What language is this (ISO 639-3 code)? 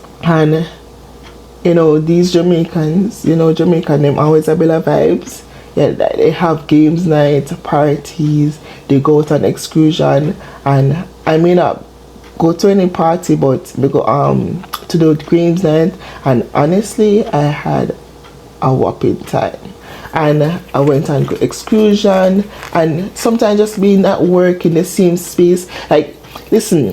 jam